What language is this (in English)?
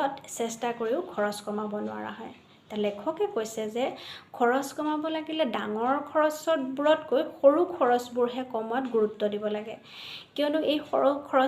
Assamese